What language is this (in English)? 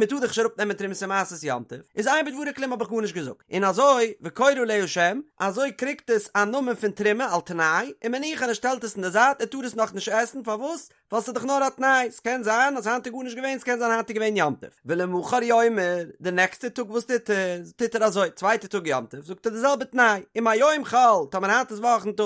Yiddish